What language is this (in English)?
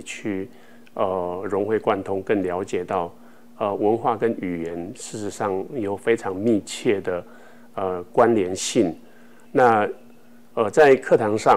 Chinese